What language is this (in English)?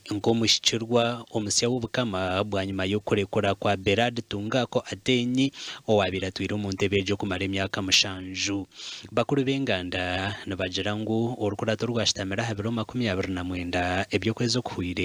Nyankole